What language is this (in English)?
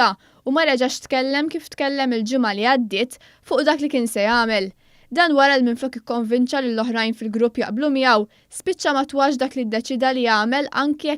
Maltese